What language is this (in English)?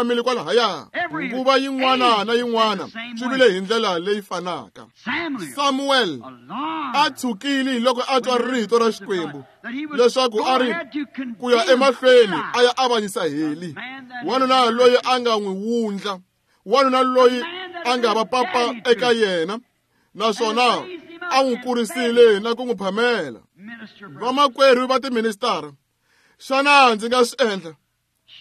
Tsonga